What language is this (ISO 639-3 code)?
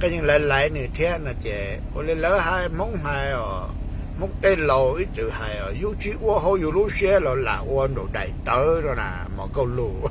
hmn